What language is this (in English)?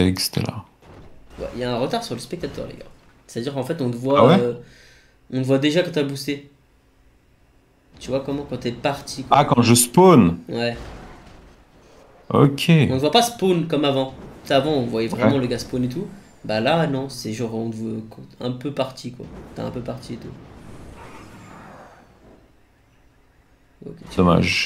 French